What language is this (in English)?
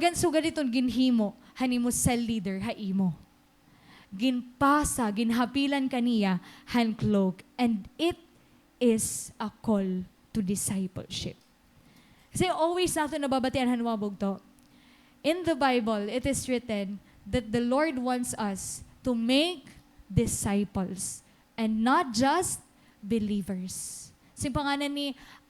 Waray